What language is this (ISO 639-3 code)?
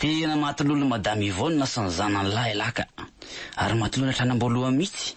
mlg